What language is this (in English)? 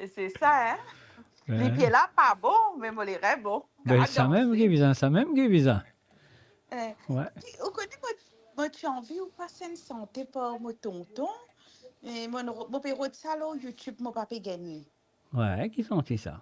Morisyen